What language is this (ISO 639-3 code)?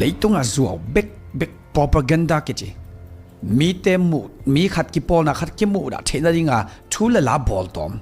ctd